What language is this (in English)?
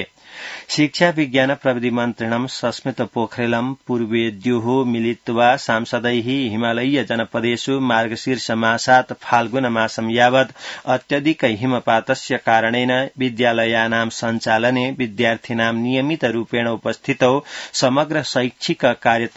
Sanskrit